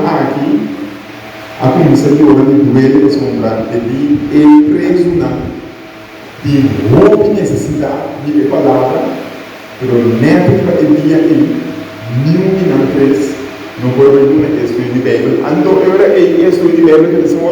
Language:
Papiamento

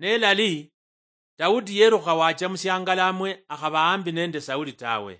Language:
Luyia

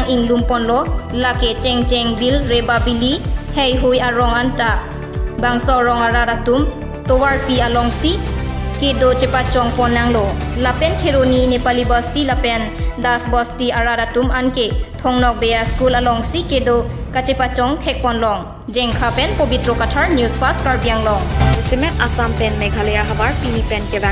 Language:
Karbi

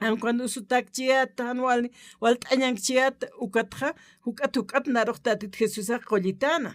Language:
Aymara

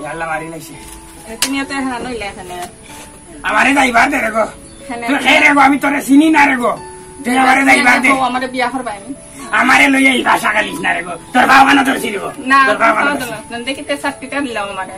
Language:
Sylheti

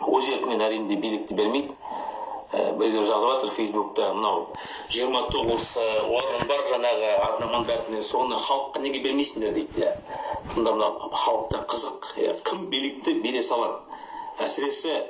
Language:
Kazakh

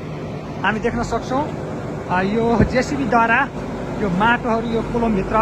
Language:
Nepali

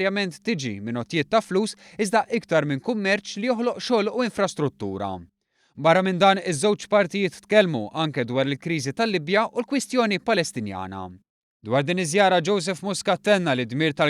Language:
Maltese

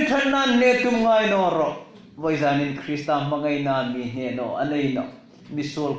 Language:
Hmar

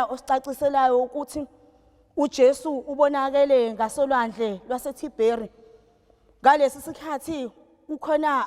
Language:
Zulu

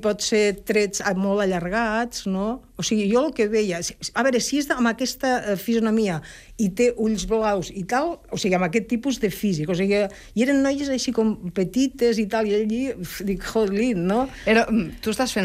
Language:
Catalan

